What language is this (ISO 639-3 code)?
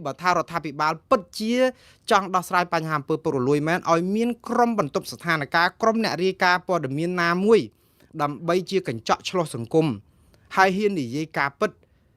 khm